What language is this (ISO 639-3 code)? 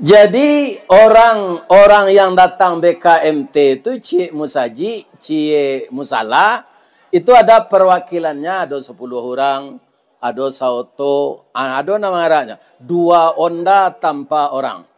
min